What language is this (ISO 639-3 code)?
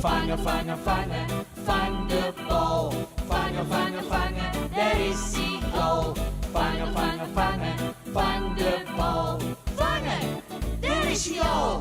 fry